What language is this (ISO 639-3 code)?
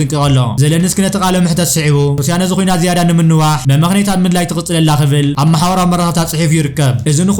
tir